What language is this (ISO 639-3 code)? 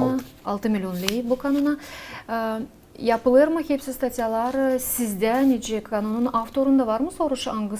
gag